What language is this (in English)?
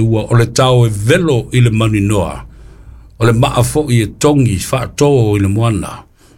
Samoan